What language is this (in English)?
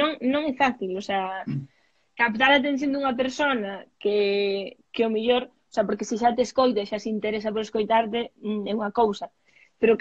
Galician